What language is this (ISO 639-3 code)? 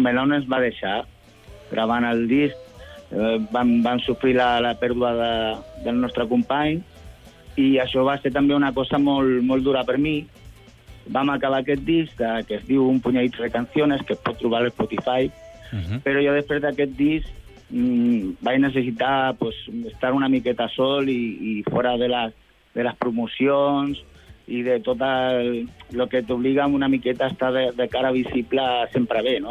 cat